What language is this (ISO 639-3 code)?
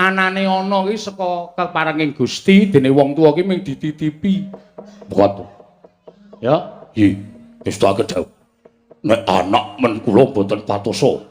jav